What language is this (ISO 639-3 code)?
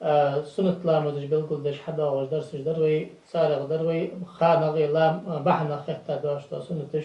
inh